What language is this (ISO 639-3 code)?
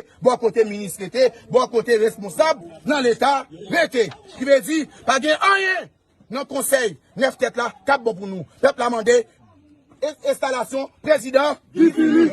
hat